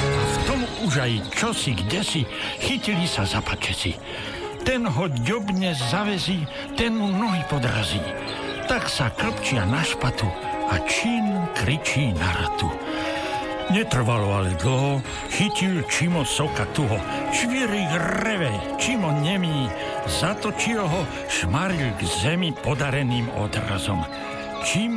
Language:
Slovak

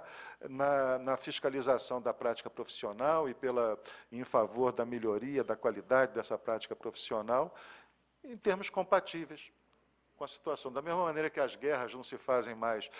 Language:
Portuguese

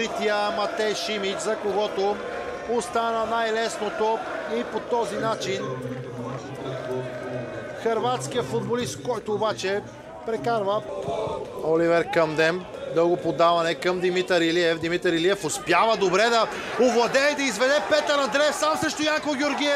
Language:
Bulgarian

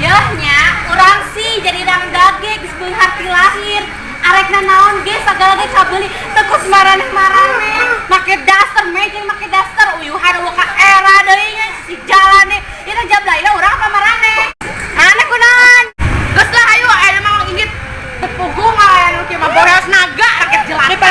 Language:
Sundanese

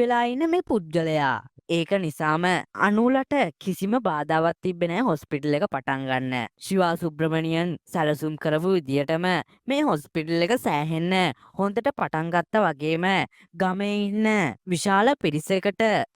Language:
Sinhala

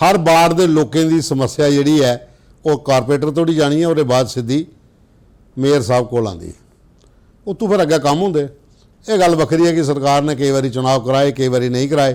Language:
Dogri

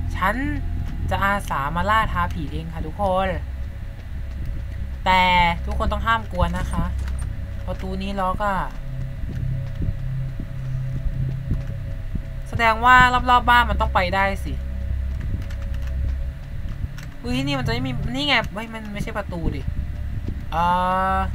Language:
Thai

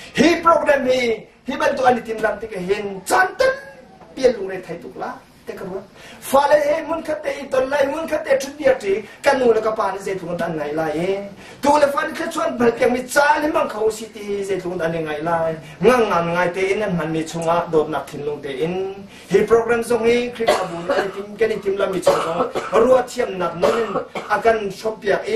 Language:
Hakha Chin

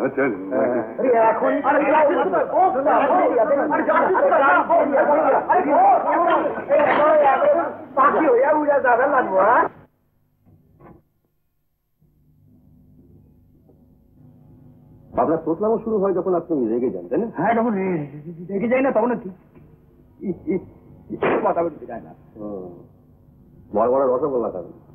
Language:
Bangla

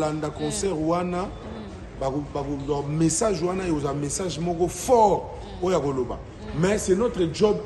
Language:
Lingala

